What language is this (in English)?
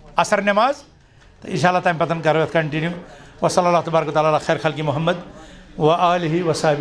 Kashmiri